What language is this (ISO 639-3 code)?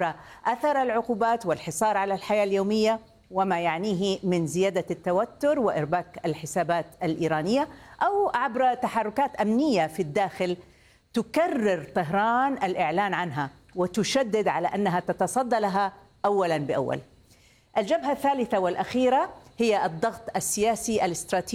ara